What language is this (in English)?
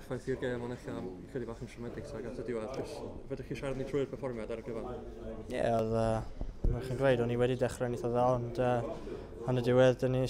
Welsh